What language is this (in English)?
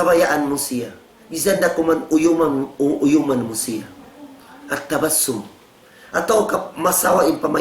Tausug